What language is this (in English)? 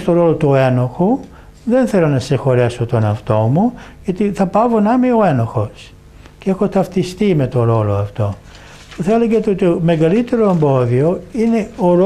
Greek